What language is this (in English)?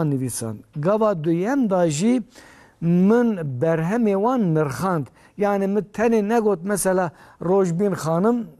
Kurdish